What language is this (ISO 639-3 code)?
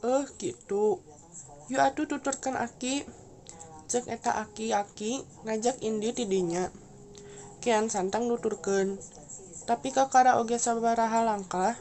sun